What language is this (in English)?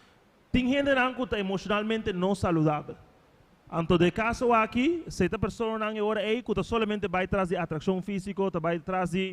Papiamento